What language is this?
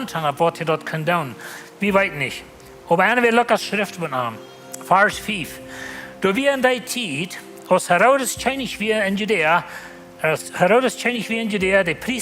Plautdietsch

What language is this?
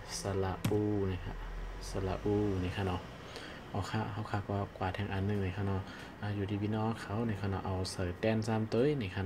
Shan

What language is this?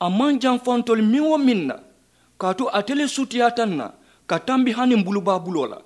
Mandingo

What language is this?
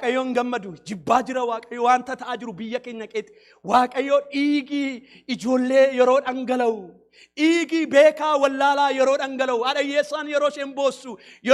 Oromo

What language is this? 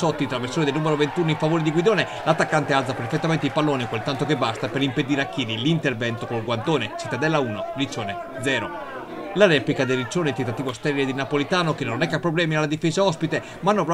Italian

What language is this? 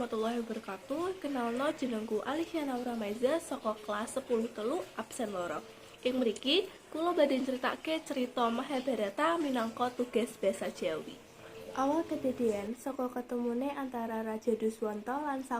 Javanese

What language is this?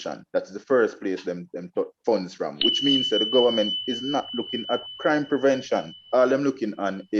Jamaican Creole English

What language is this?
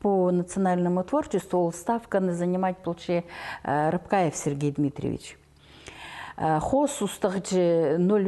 Khakas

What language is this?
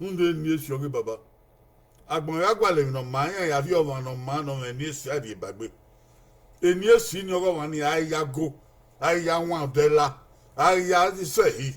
Bini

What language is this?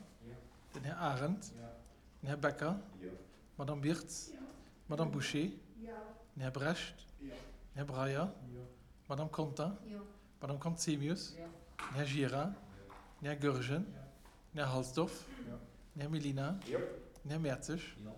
Luxembourgish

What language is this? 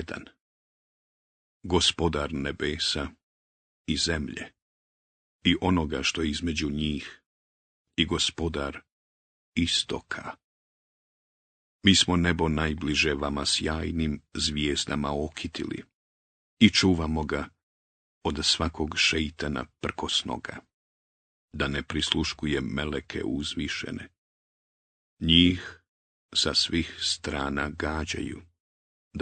Bosnian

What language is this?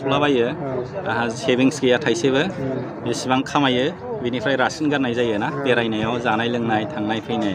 Bodo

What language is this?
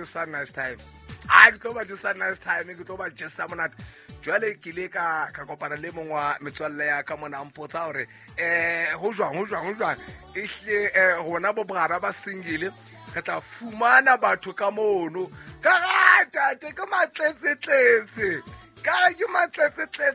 Southern Sotho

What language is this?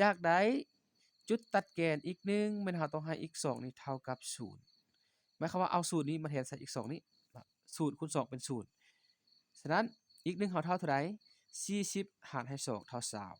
Lao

